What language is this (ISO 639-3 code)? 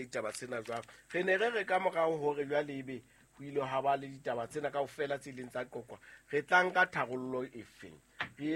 sot